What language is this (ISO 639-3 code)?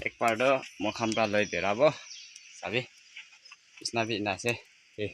nag